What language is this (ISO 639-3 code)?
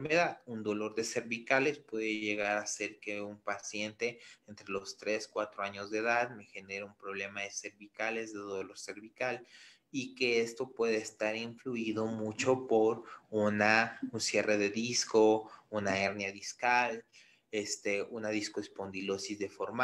spa